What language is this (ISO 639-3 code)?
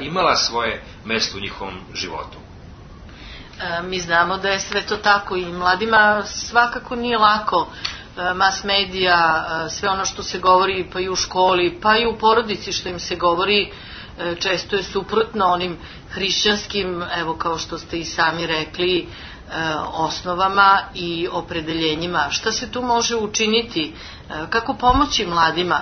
srp